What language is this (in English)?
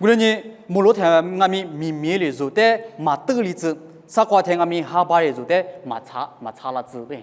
Lisu